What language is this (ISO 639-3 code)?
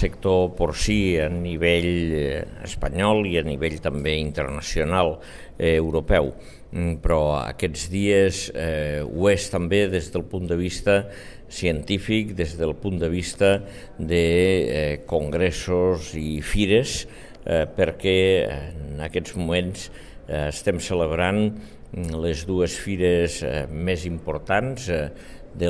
cat